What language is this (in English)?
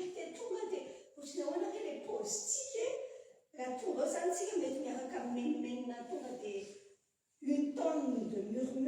Malagasy